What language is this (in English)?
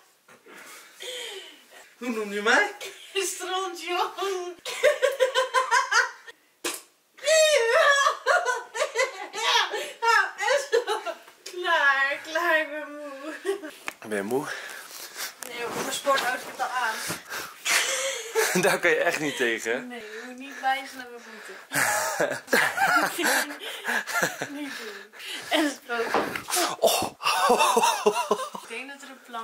Dutch